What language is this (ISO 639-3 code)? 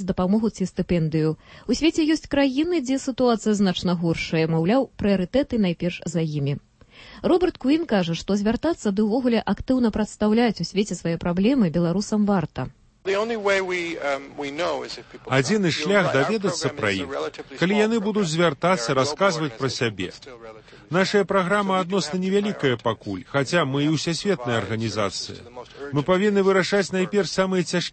bel